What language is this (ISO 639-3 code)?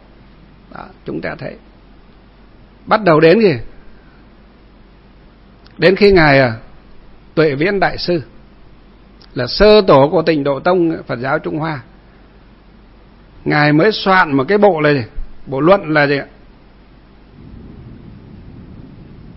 vie